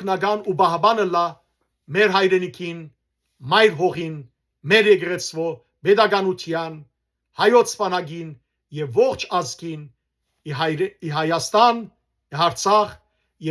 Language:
Western Armenian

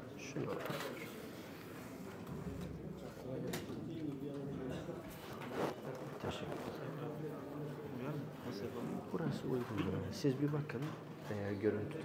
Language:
Turkish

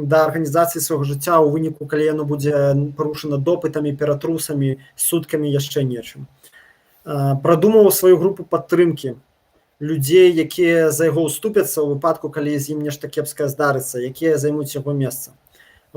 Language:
Belarusian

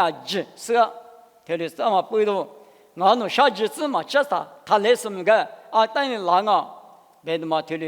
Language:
Lisu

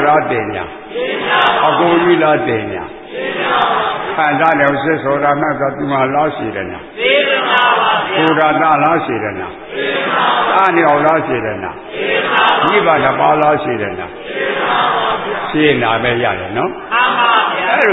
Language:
Burmese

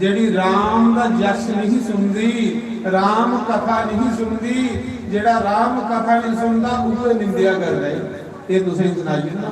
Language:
Dogri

